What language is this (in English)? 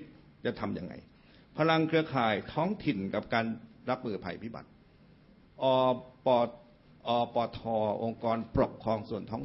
Thai